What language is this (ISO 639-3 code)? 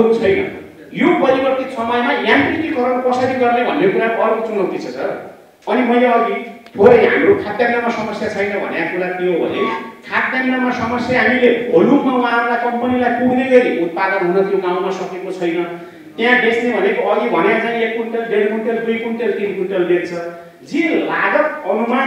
nep